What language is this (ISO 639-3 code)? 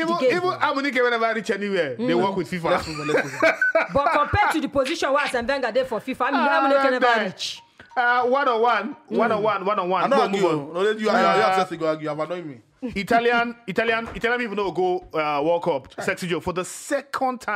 pcm